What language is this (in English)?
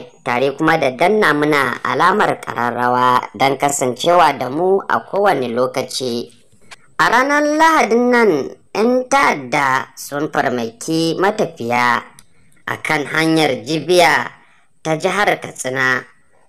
Hausa